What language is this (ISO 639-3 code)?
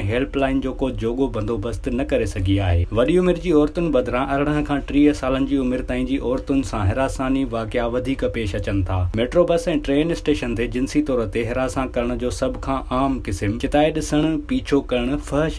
snd